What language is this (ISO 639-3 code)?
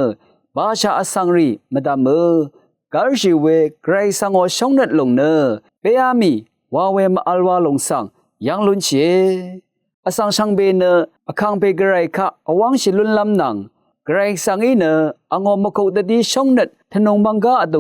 raw